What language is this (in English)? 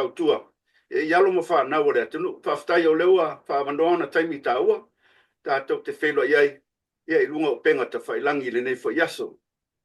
Samoan